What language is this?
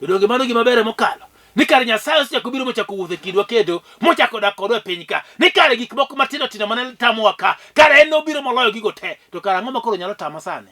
Luo (Kenya and Tanzania)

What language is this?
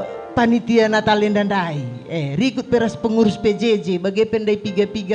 Batak Karo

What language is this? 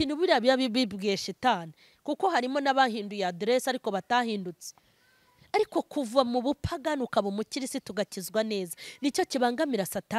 Kinyarwanda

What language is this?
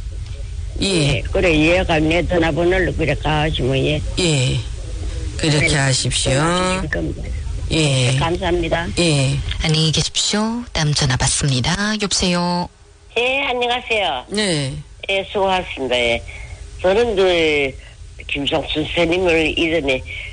Korean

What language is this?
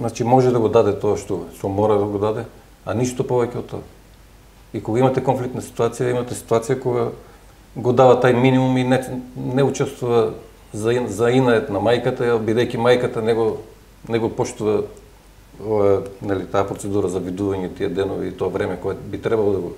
Macedonian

